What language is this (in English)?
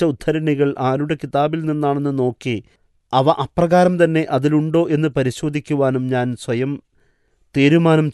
Malayalam